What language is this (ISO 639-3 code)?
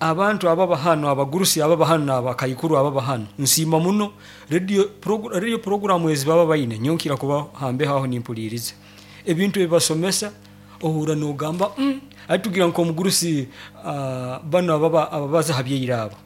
nyo